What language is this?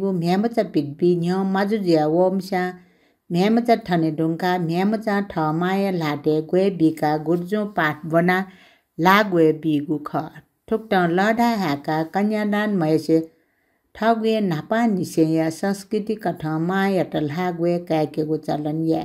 Newari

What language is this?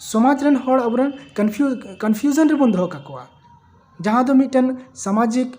Santali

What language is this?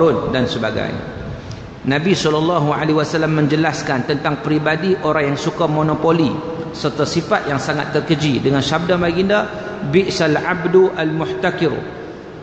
Malay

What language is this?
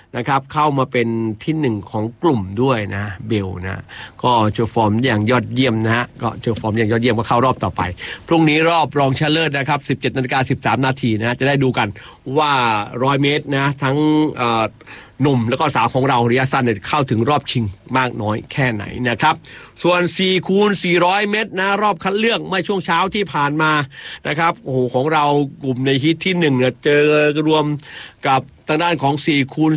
Thai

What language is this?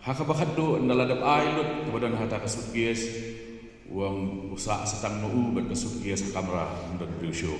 Khasi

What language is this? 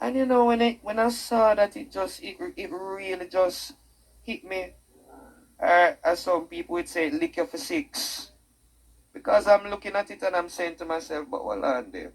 Jamaican Creole English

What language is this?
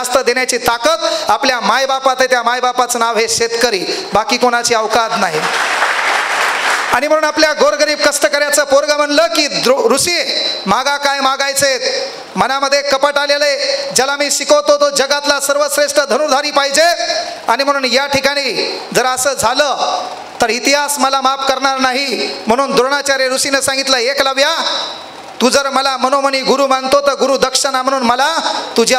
Marathi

